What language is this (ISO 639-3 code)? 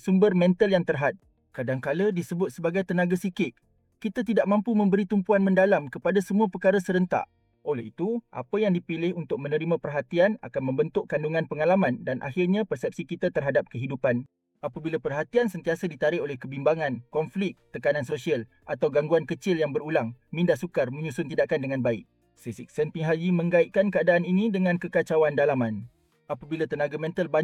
msa